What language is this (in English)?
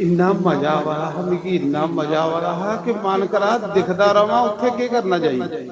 Dogri